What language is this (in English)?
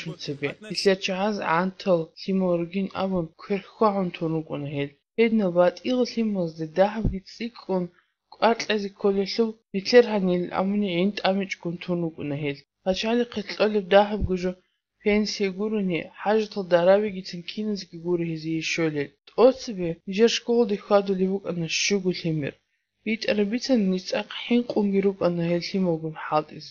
Avaric